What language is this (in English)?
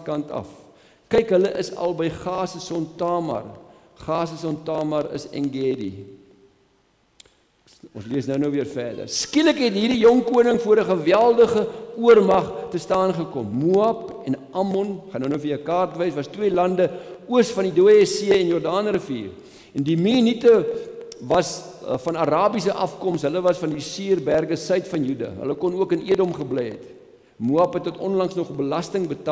Afrikaans